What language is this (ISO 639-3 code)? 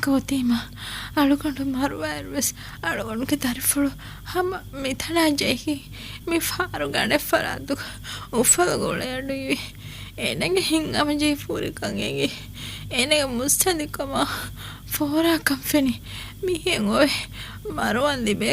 div